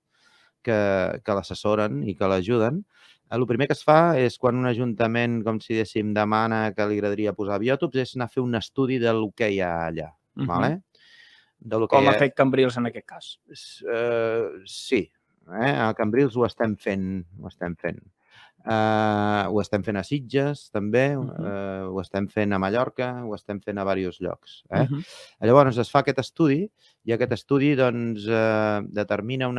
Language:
Catalan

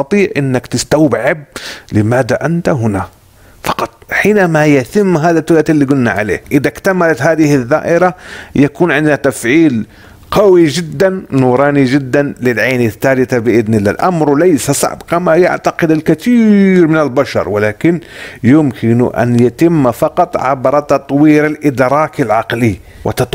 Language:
Arabic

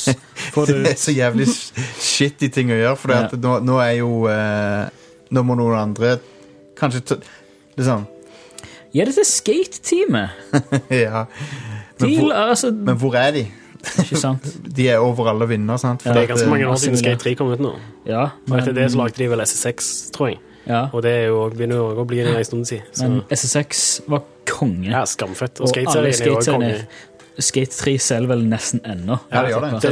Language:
Norwegian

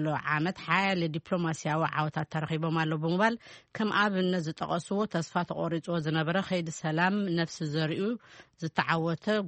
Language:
Tigrinya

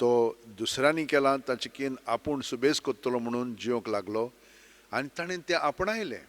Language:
Konkani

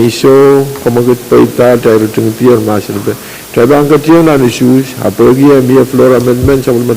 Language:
Pohnpeian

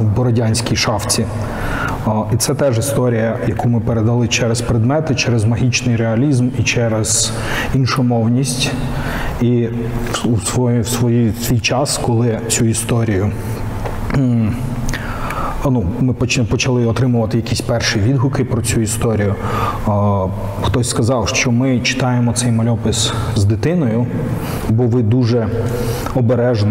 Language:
Ukrainian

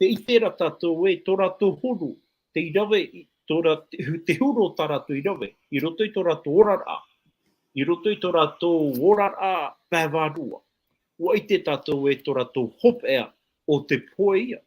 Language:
Tahitian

